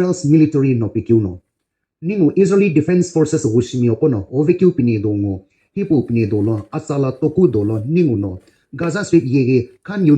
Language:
Sumi Naga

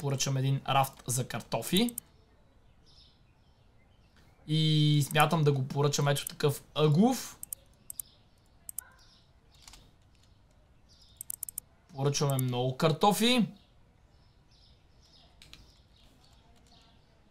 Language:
Bulgarian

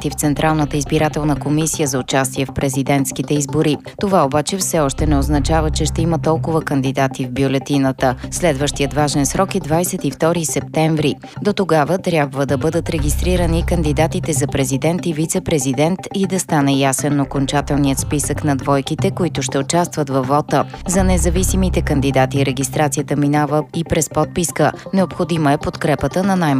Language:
Bulgarian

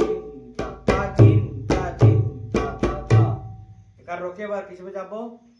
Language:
Chhattisgarhi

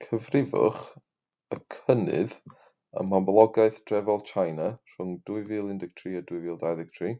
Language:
Welsh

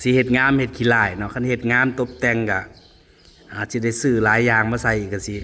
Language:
Northeastern Thai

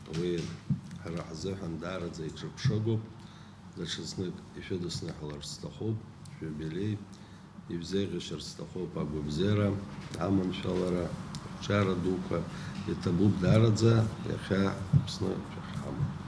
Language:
Abkhazian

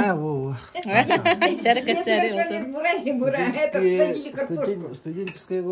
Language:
Yakut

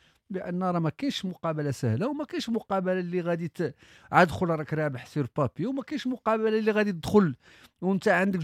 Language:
Moroccan Arabic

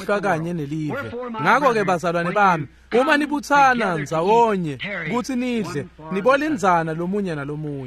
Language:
Swati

